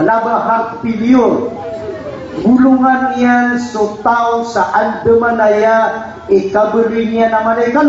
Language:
Maranao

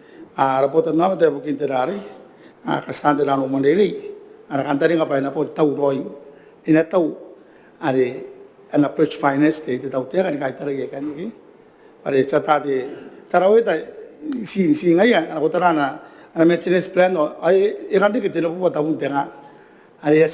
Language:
Gilbertese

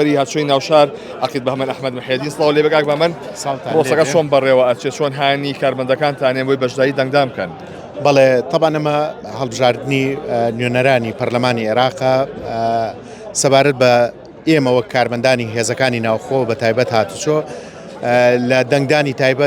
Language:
Central Kurdish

